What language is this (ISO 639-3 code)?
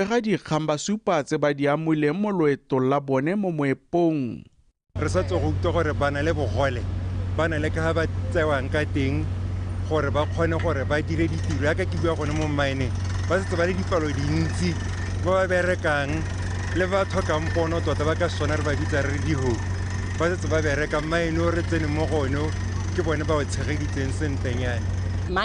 tsn